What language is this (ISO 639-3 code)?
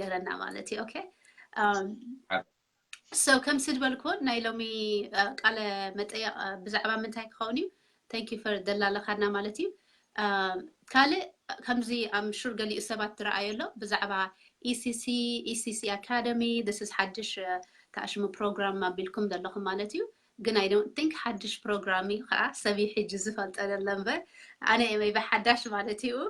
tir